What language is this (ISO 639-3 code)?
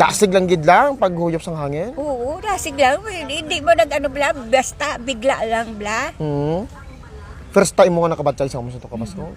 hil